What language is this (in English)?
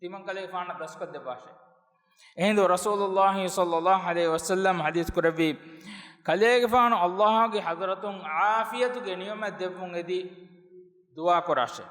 Divehi